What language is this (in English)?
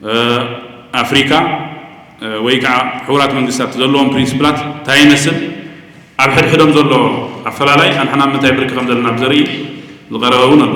Tigrinya